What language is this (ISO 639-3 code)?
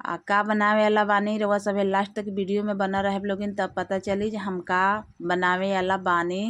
bho